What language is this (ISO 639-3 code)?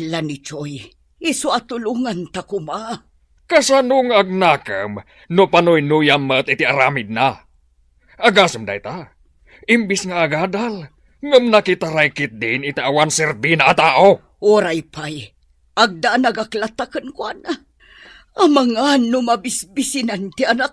ilo